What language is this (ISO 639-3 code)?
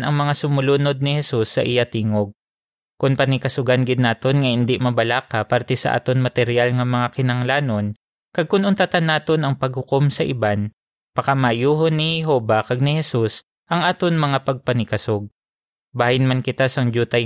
hil